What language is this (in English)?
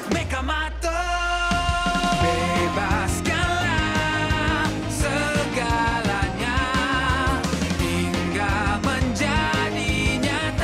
Malay